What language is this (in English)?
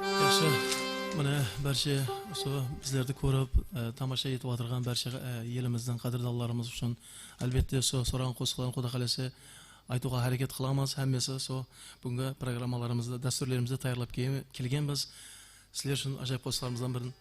Kara-Kalpak